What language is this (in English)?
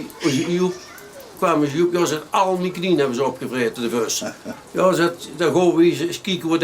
Limburgish